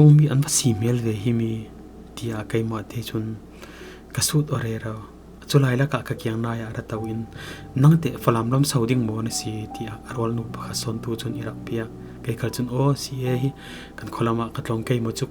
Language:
Falam Chin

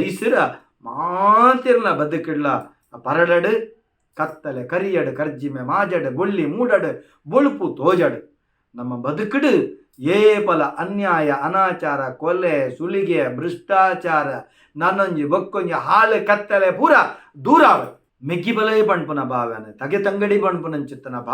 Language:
Tulu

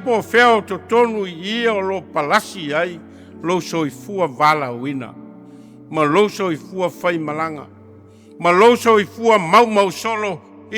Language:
Samoan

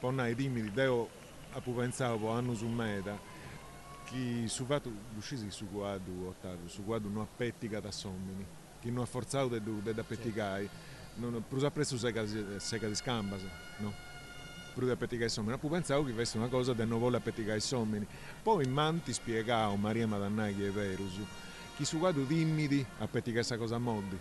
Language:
Sardinian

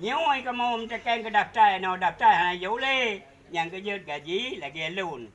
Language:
Achinese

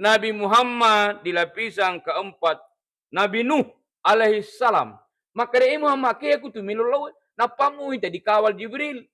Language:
Buginese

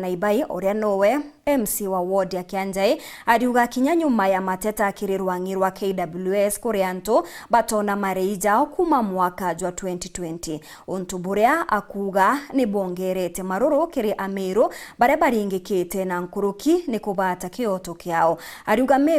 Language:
Meru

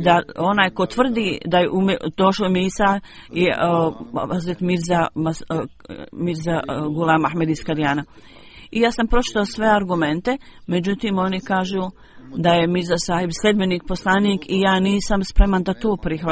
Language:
Bosnian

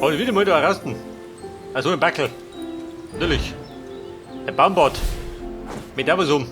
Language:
Bavarian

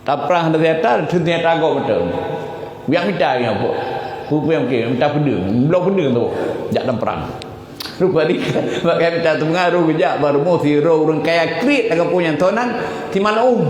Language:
Achinese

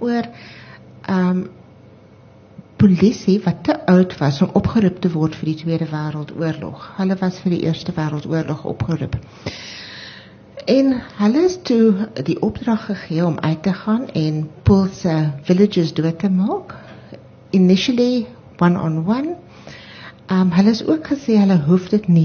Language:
Afrikaans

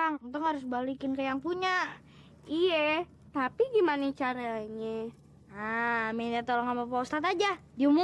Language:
Betawi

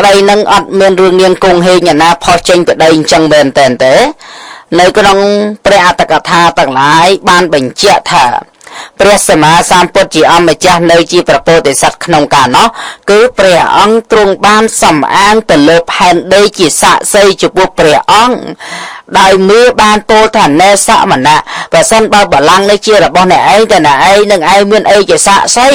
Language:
Khmer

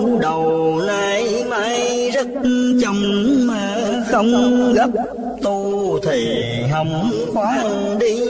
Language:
Vietnamese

